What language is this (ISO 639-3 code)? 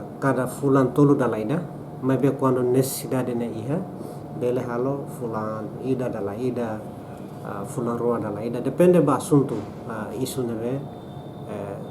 tet